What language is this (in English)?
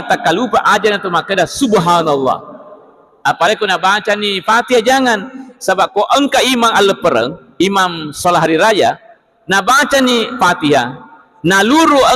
Buginese